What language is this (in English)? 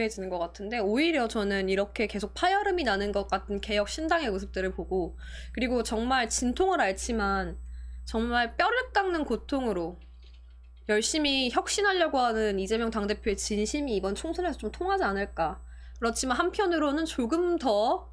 Korean